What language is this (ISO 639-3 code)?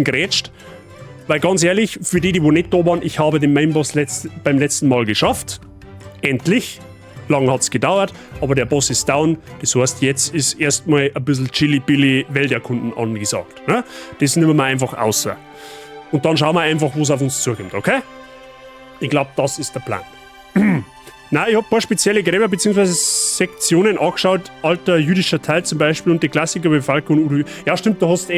bar